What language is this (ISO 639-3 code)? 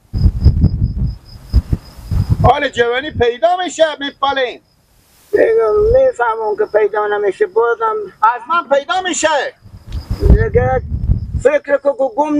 fas